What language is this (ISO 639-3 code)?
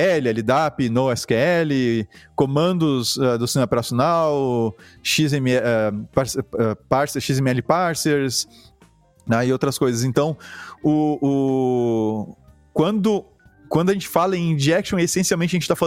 por